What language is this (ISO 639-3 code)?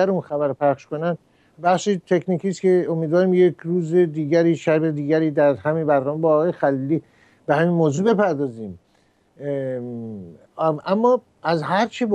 fas